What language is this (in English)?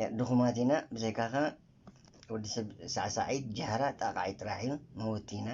Tigrinya